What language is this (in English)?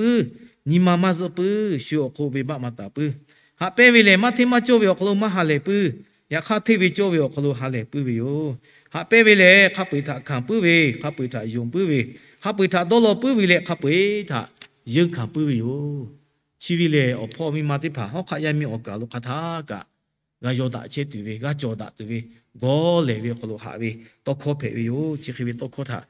Lahu